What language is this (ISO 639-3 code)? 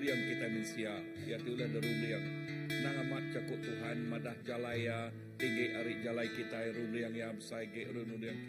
iba